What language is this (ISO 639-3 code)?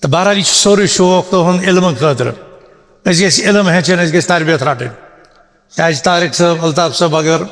kas